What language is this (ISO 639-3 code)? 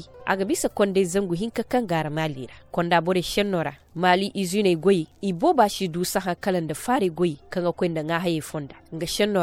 dje